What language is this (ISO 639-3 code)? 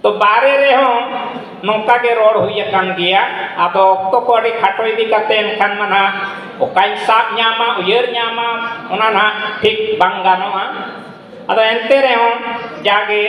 sat